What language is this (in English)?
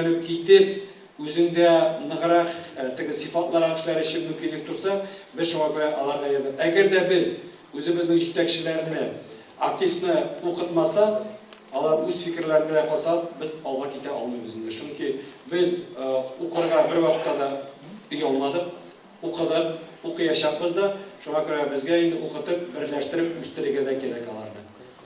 Tatar